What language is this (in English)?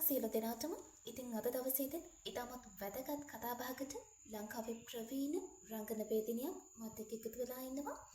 Sinhala